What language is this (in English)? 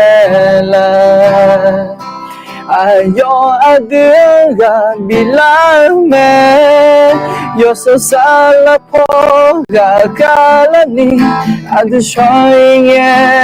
Akha